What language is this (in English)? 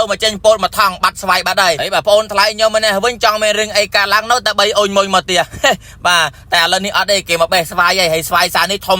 Khmer